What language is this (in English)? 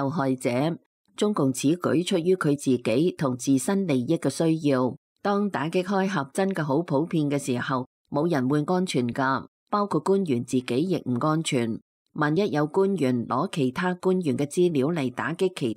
Cantonese